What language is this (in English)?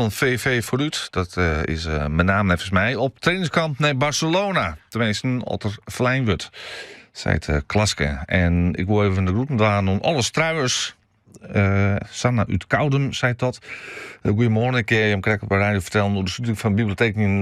Western Frisian